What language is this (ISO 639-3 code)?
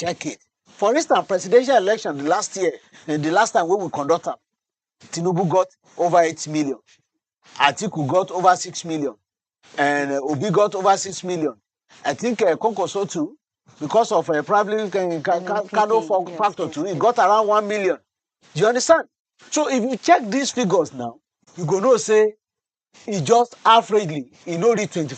pcm